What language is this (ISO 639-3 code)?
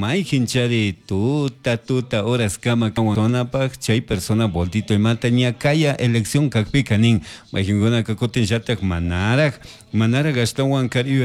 qug